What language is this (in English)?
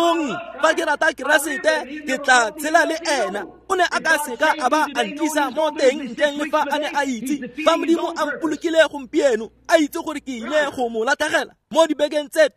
Tswana